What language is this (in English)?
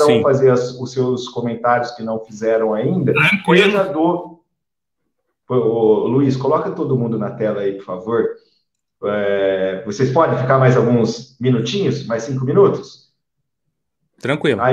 Portuguese